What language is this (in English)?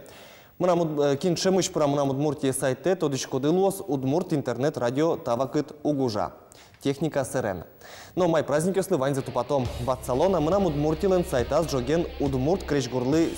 Udmurt